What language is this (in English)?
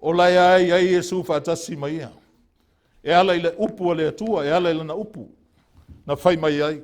Samoan